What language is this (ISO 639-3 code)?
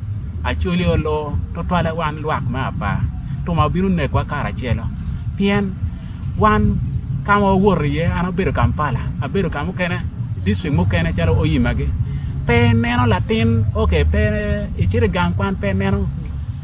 ach